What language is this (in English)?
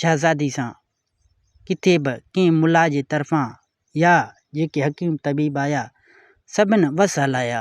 Sindhi